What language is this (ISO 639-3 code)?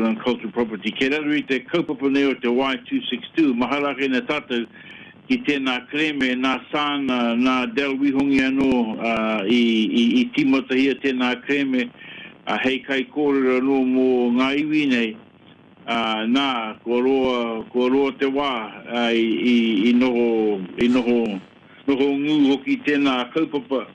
mri